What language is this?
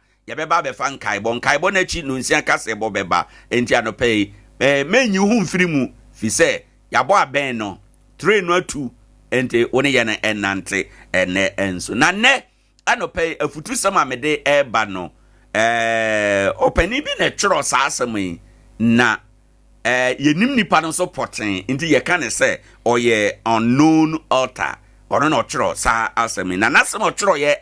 Akan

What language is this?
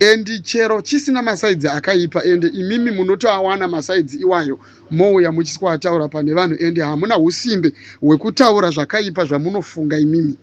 Shona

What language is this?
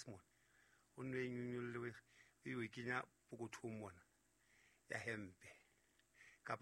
Southern Sotho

